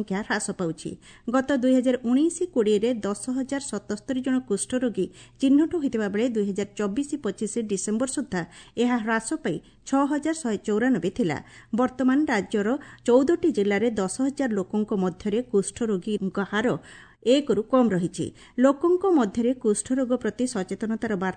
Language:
Odia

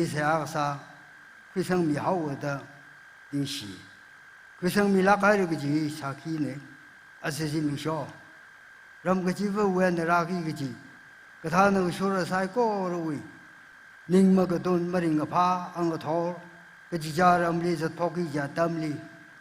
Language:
Tangkhul Naga (India)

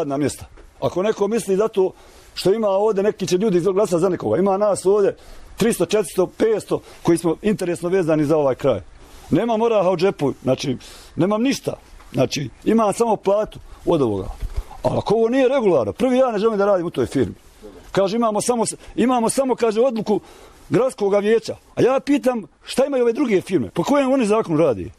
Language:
Bosnian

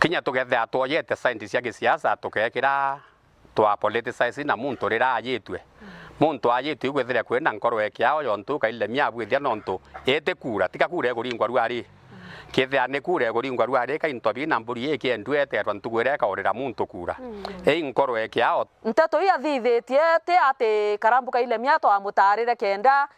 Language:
Meru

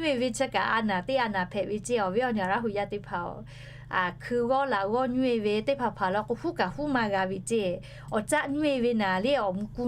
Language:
Lahu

